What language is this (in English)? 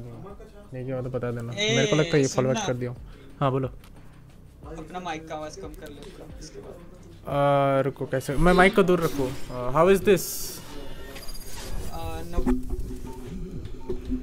Hindi